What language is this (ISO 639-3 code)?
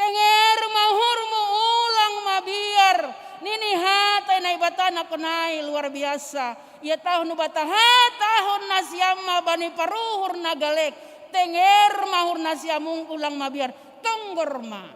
bts